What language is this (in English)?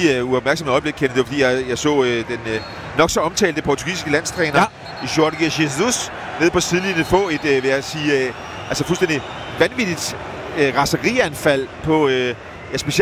Danish